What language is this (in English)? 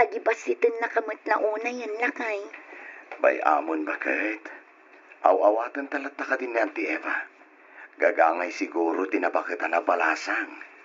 Iloko